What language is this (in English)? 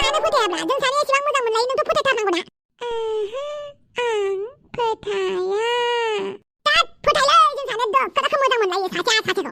Bodo